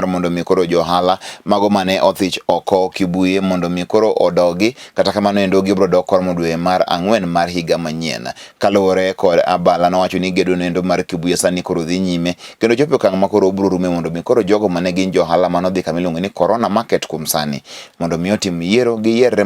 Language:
Luo (Kenya and Tanzania)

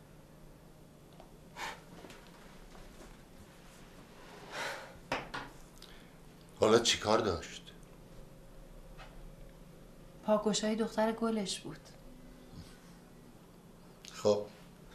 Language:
Persian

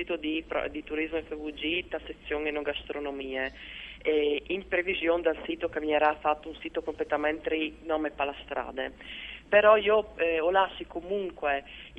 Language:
Friulian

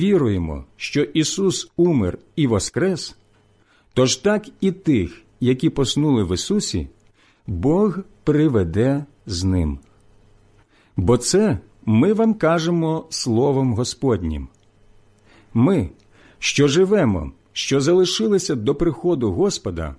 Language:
Ukrainian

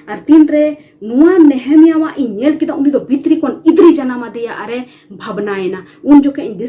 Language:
Santali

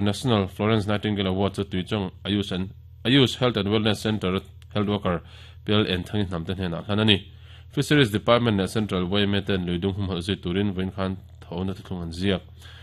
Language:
Mizo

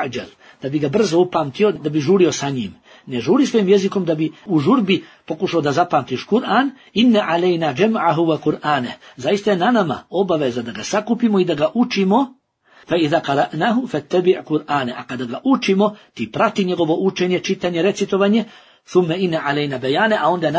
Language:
Bosnian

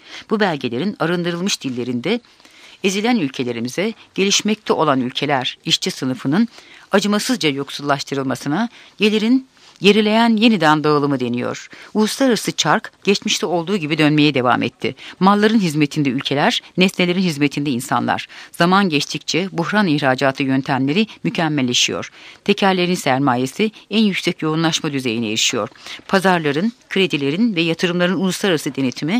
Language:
Turkish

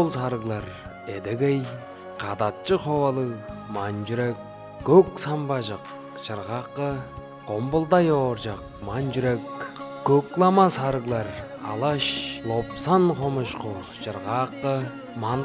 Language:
Tuvinian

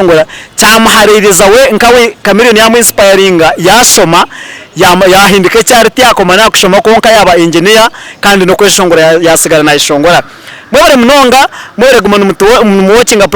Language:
Nyankole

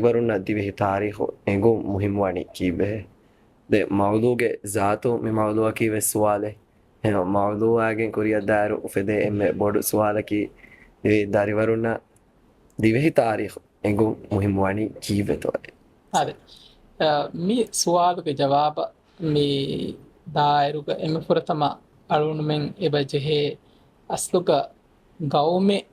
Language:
Divehi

